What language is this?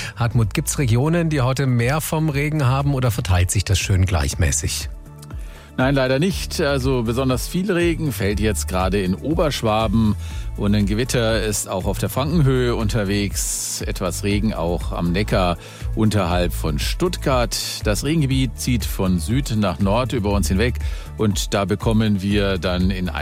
German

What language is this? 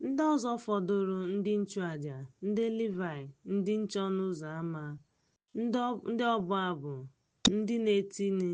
Igbo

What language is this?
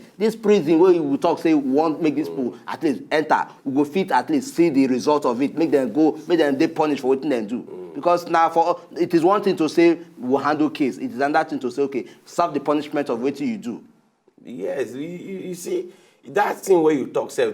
Nigerian Pidgin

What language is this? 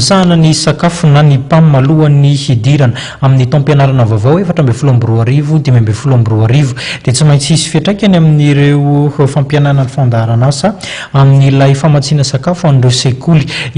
Malagasy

